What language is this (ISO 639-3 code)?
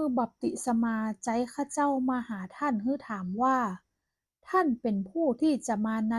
nod